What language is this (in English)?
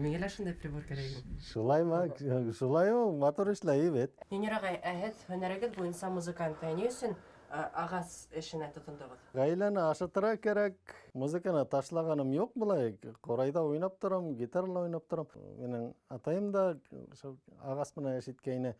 Bashkir